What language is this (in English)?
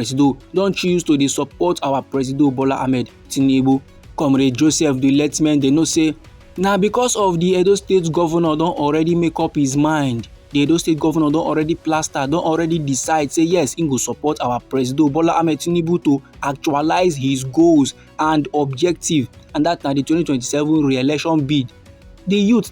Nigerian Pidgin